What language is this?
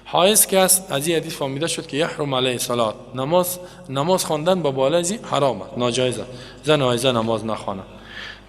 Persian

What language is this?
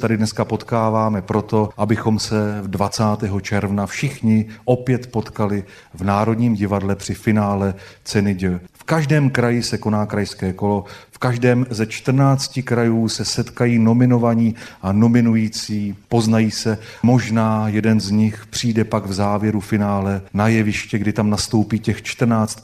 Czech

